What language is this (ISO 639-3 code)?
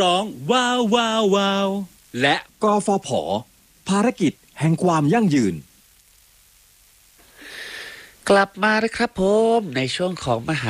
tha